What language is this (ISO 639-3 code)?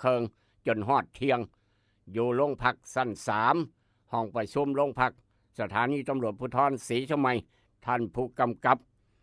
tts